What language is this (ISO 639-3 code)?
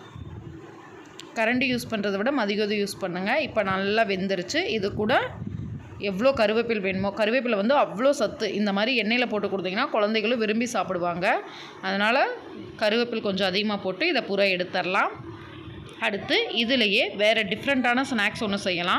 tam